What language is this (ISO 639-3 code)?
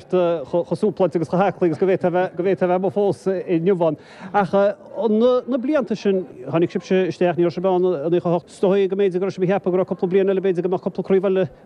gle